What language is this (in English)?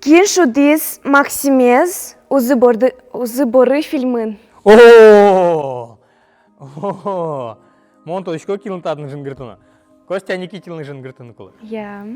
Udmurt